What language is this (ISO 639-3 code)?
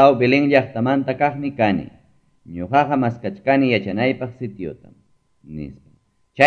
que